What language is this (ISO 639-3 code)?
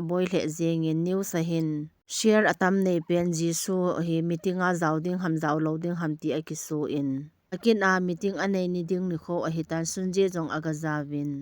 tcz